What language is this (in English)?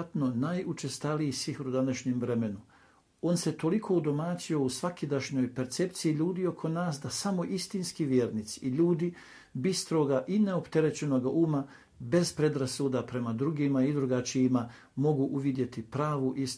Bosnian